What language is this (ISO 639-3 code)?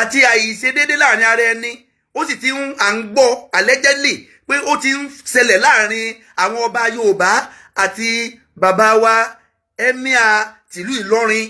yor